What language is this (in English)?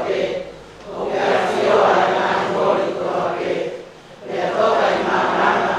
Tongan